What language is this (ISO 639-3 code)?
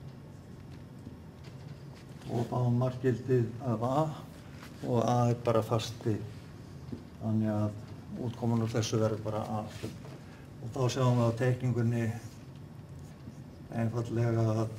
isl